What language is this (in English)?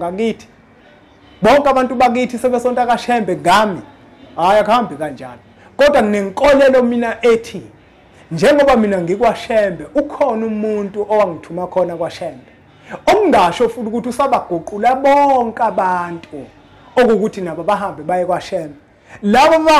Zulu